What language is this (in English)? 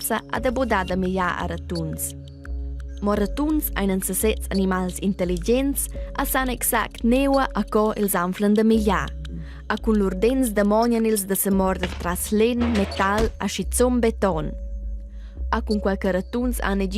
Romansh